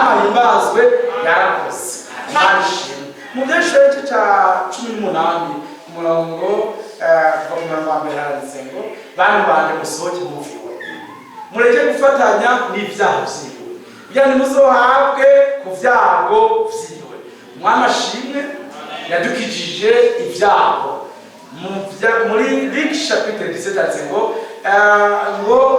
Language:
Rundi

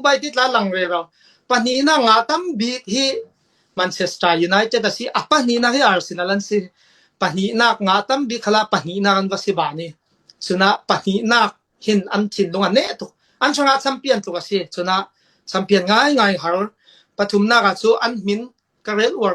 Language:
Falam Chin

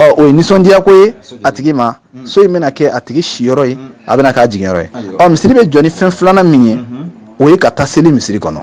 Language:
Bambara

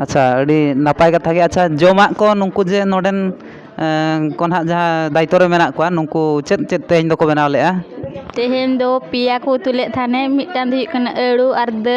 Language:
Santali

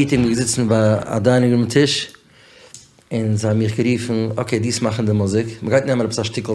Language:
Yiddish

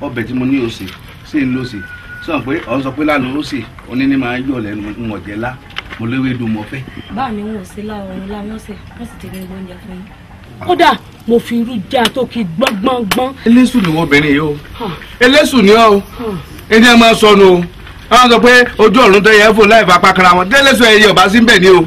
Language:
Yoruba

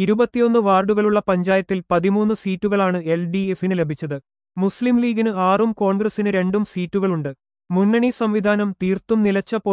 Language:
Malayalam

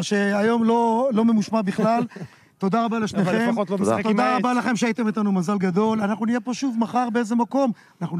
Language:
Hebrew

